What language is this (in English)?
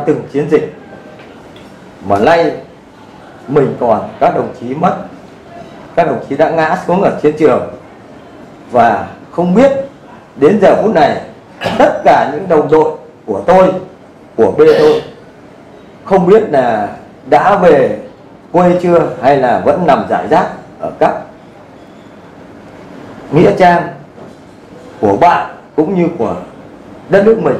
Vietnamese